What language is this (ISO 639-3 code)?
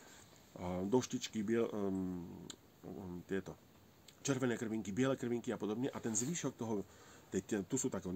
slk